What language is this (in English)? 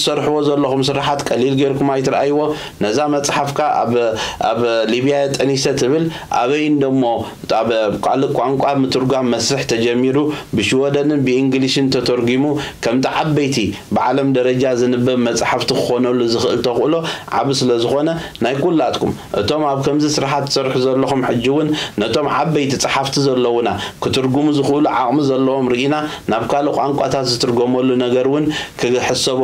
Tigrinya